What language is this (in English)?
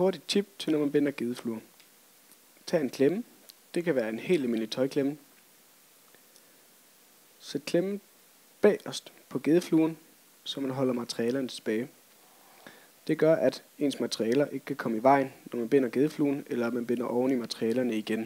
Danish